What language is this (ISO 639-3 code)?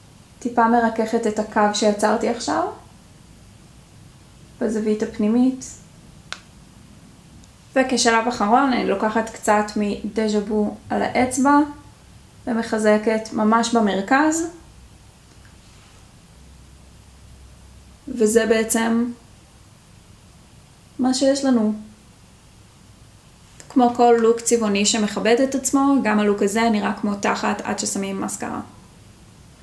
heb